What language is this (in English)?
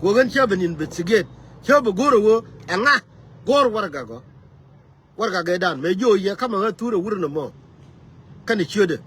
Nuer